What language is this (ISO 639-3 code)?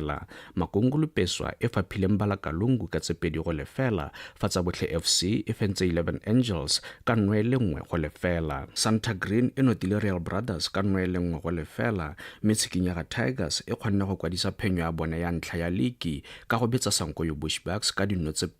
tsn